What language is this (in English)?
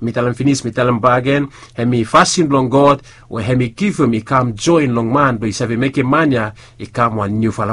Bislama